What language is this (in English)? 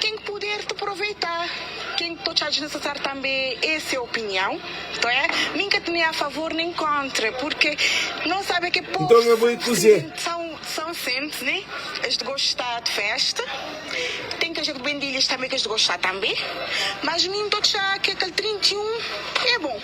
Kabuverdianu